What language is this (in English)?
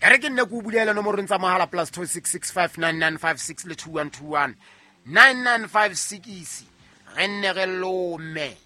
Southern Sotho